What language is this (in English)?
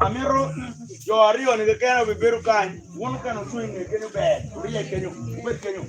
Acoli